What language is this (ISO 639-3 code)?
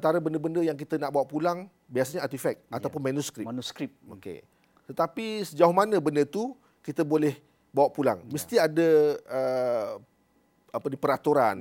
msa